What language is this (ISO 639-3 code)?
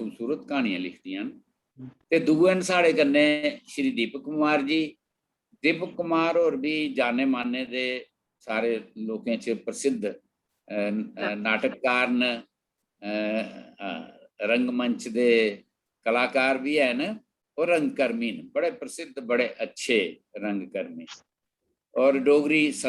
doi